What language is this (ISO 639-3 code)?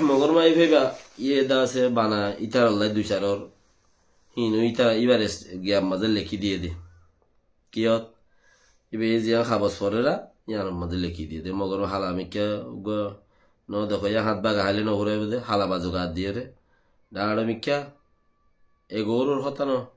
rhg